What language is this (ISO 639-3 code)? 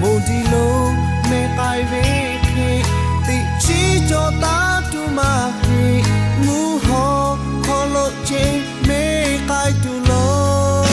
lhu